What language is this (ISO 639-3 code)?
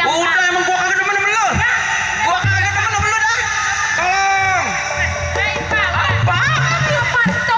bew